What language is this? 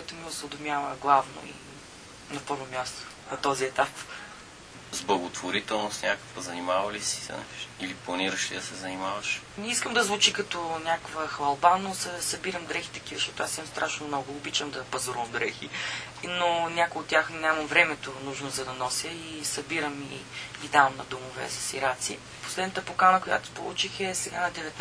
Bulgarian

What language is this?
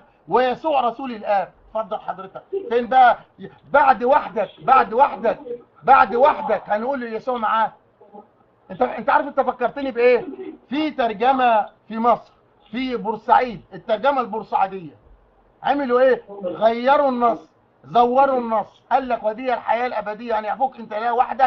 Egyptian Arabic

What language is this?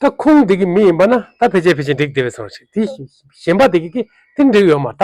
Tibetan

